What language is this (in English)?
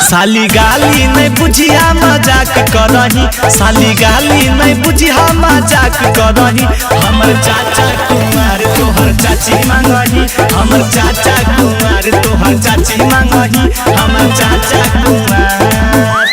Magahi